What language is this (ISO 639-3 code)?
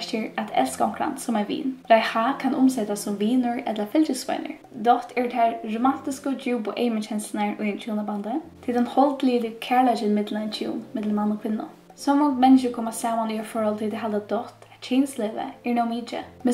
fao